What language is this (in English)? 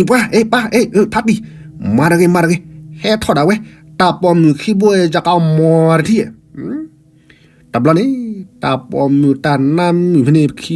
S'gaw Karen